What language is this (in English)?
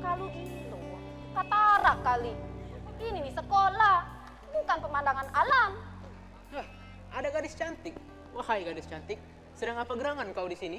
Musi